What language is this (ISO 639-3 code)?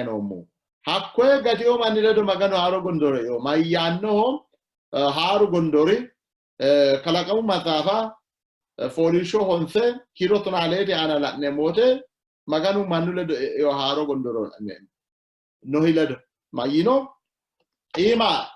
sid